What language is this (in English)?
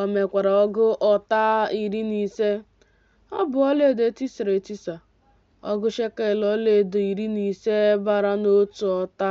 Igbo